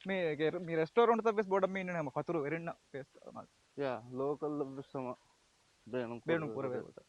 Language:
Divehi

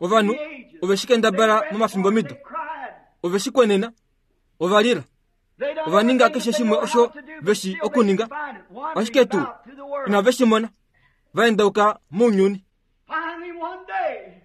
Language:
Kuanyama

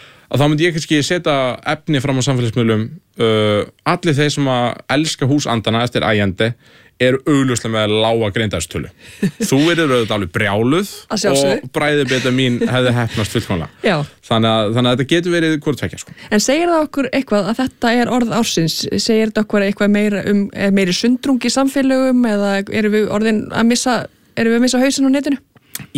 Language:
Icelandic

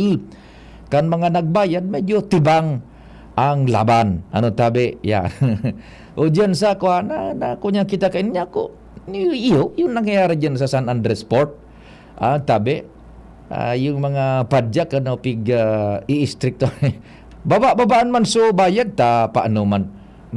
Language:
Bikol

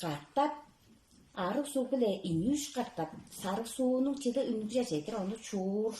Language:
Tuvinian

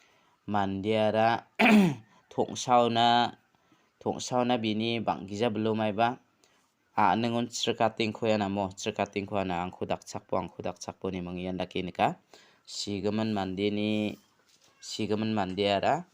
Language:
Garo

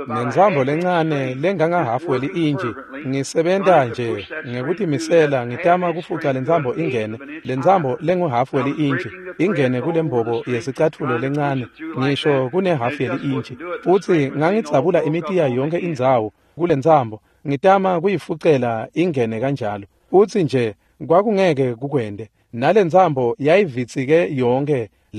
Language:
Swati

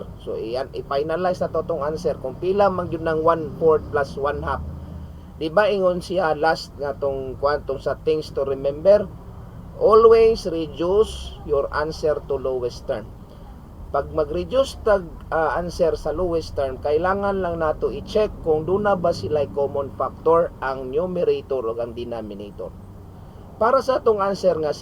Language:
Cebuano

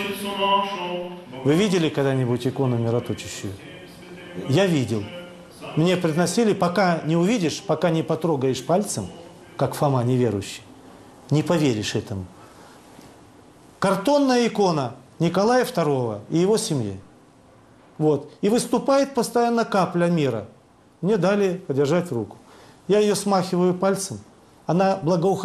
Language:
Russian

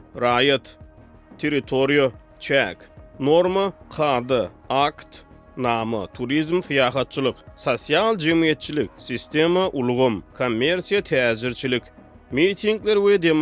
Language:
Turkmen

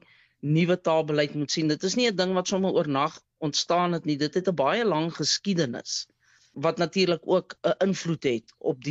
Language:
Afrikaans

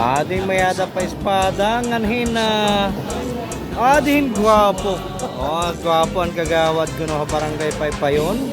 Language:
Waray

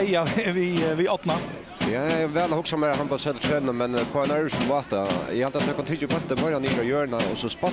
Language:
Faroese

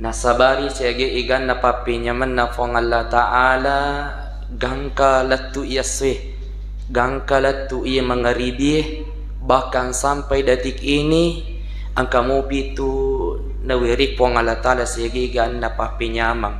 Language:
Buginese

